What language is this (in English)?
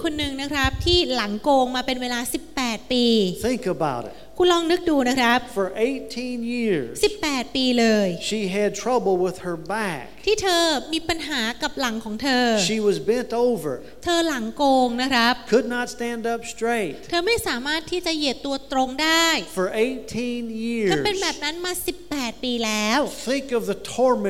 Thai